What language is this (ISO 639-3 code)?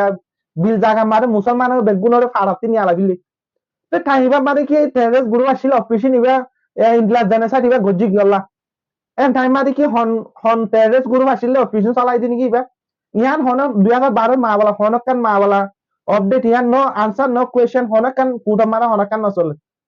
rhg